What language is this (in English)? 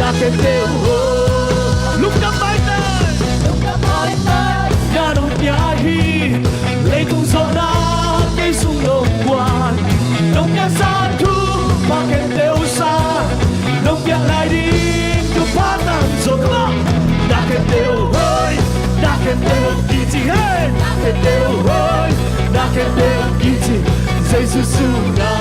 Tedim Chin